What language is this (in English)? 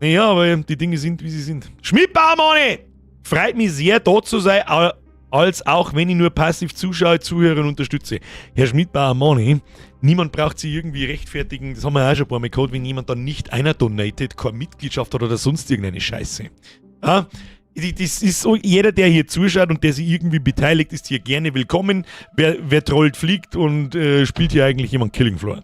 Bavarian